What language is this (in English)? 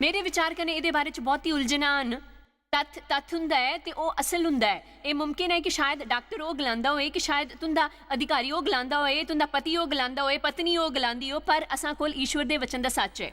Dogri